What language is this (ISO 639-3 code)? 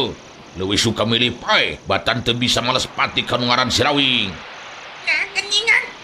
sun